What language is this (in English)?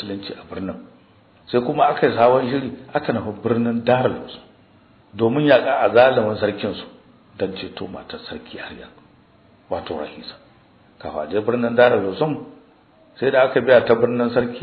Hausa